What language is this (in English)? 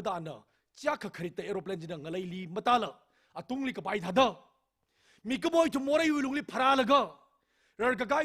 Tangkhul Naga (India)